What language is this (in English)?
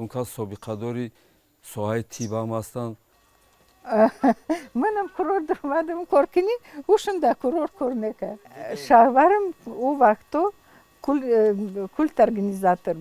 Tajik